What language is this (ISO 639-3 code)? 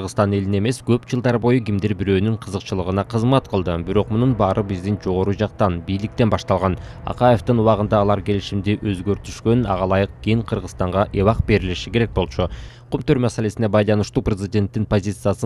kir